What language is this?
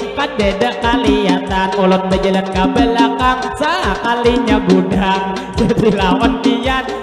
Banjar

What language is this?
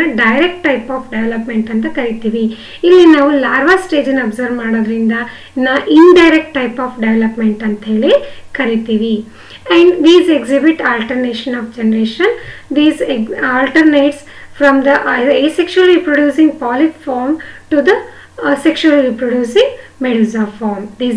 Kannada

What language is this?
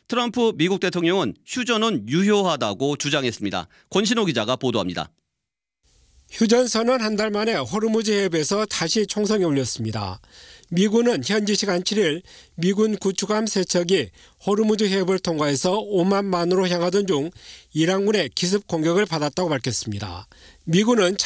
Korean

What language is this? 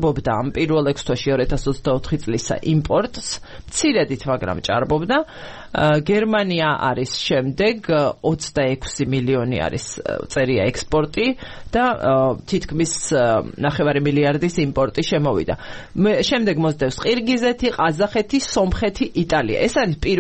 Georgian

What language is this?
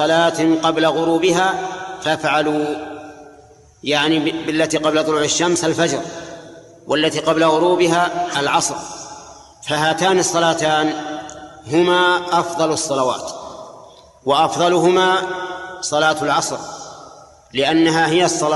Arabic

